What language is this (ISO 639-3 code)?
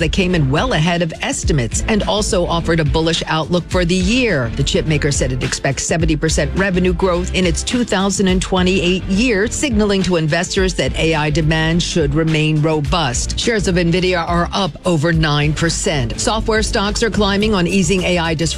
eng